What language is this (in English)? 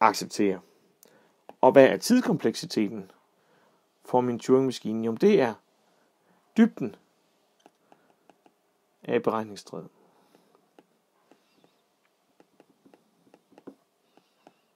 Danish